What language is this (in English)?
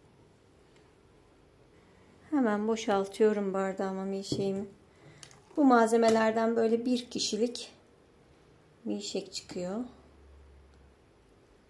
Turkish